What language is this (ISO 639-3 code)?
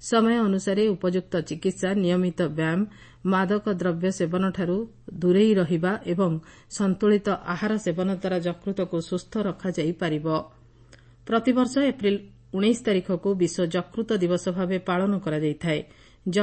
ori